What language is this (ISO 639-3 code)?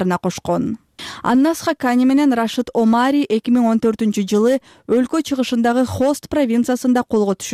kir